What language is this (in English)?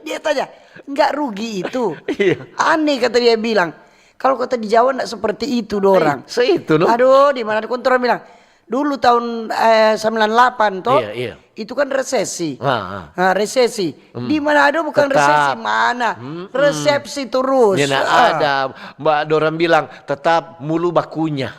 Manado Malay